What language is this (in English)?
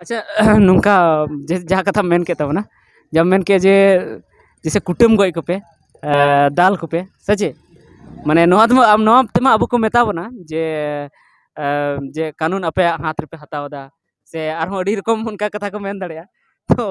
Santali